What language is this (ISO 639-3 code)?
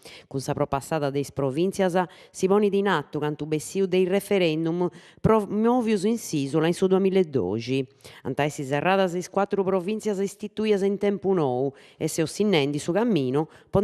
srd